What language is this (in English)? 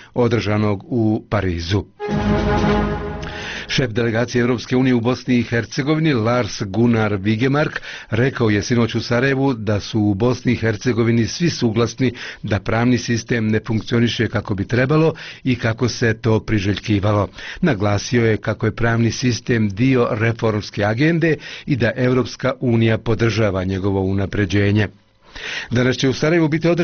Bosnian